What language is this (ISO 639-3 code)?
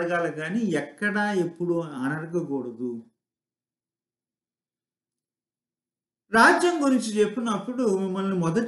tel